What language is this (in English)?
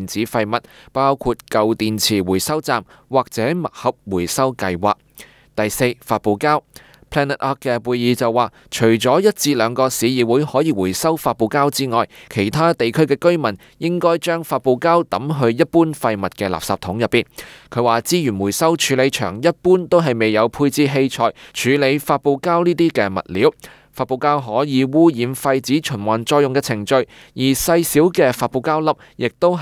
Cantonese